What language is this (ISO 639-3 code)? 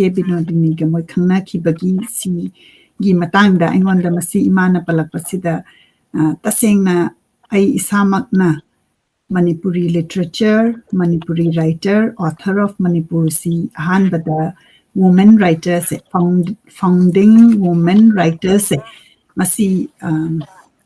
mni